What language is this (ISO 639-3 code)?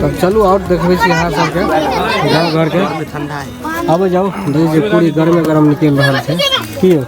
mai